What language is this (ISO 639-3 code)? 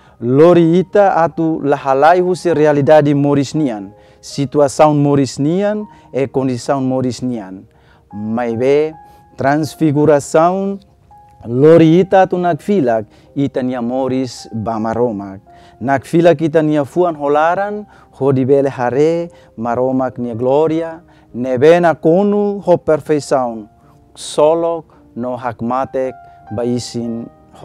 tet